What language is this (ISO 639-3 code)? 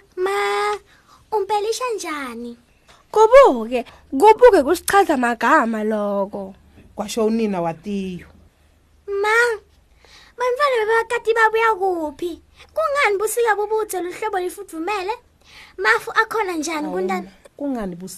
ssw